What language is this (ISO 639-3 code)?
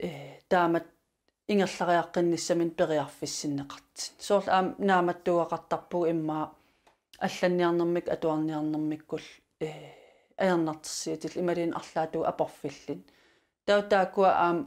kal